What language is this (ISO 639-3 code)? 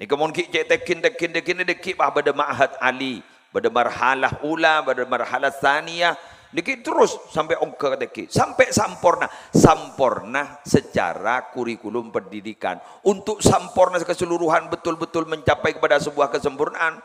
mad